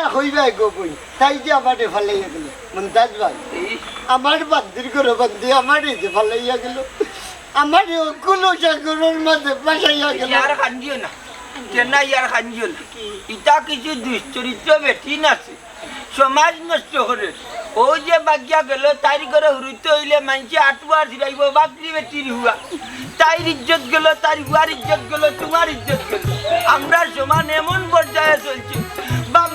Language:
Sylheti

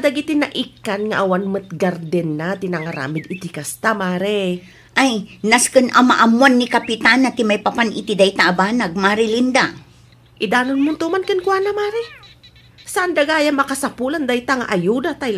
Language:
Iloko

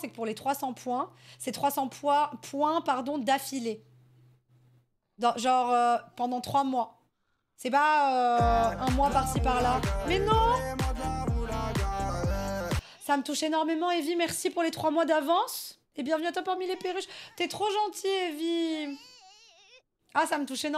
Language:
French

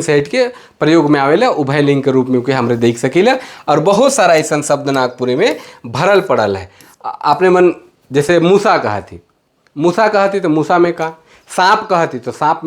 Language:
Sadri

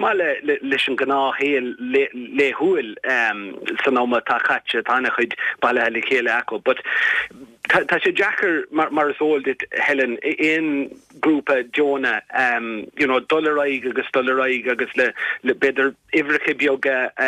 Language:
Irish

